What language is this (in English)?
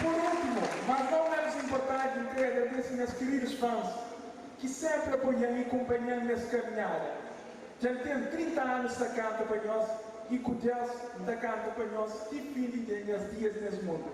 Kabuverdianu